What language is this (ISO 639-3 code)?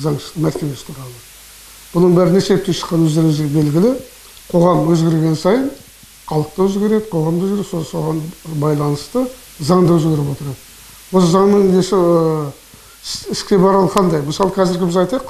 kaz